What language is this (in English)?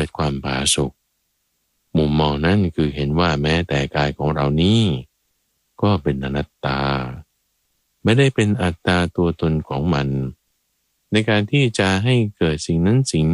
Thai